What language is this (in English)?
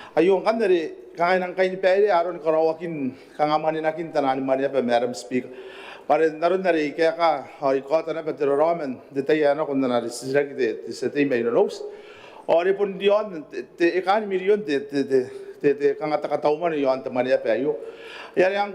Gilbertese